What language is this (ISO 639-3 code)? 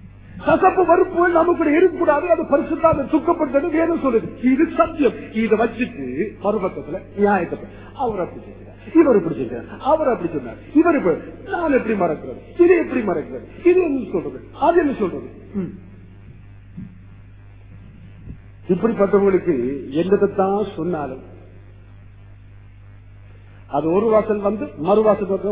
tam